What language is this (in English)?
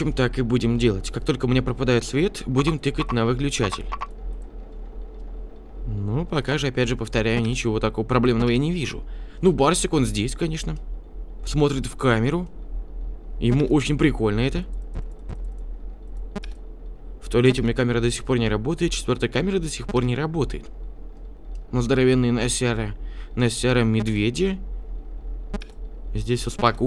Russian